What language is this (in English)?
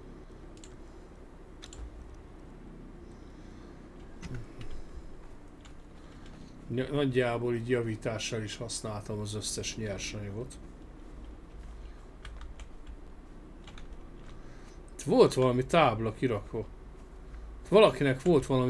Hungarian